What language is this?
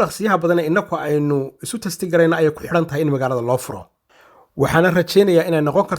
Somali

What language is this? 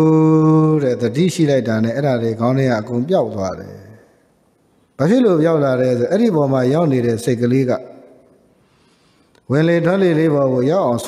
Burmese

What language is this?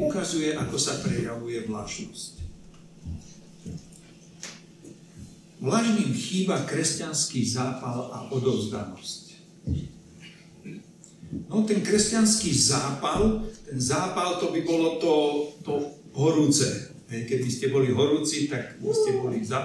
Slovak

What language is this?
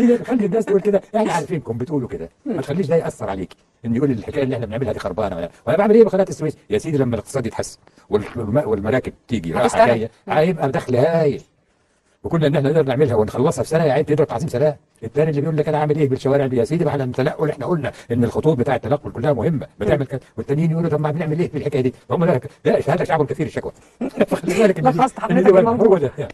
Egyptian Arabic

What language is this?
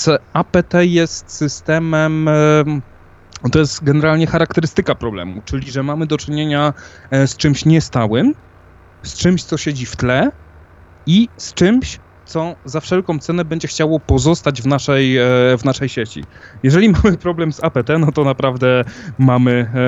Polish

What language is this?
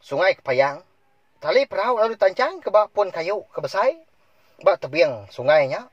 Iban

